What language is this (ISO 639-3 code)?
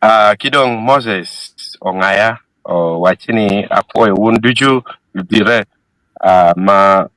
ach